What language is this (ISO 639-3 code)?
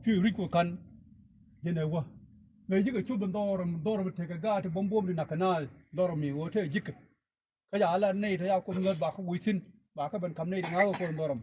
nus